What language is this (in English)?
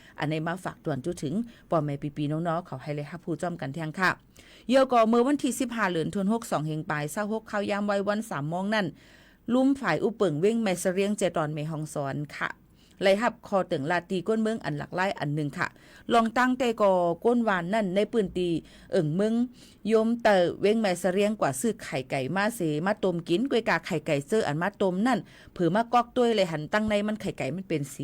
Shan